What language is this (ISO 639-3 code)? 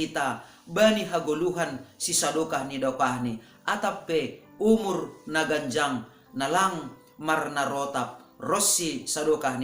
bts